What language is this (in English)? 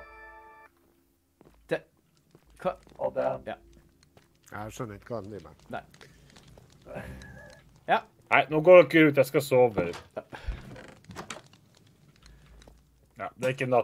Norwegian